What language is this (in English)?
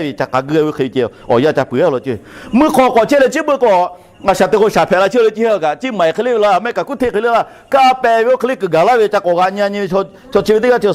Lahu